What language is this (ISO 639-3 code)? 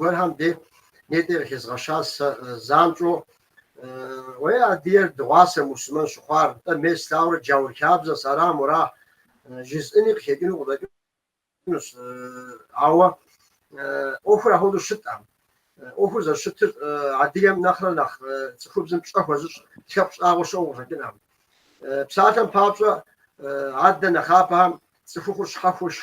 kbd